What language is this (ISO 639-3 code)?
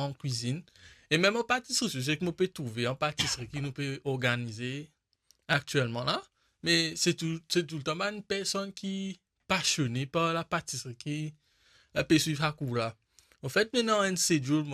mfe